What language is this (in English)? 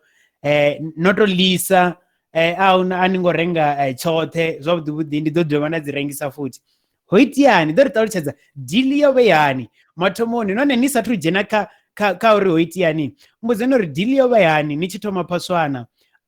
Venda